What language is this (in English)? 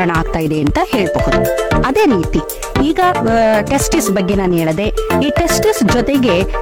Kannada